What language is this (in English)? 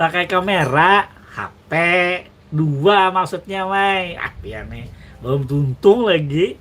Banjar